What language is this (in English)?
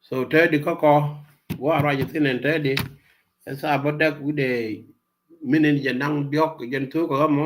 Nuer